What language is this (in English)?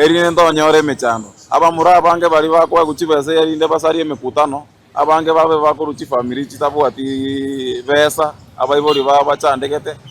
Gusii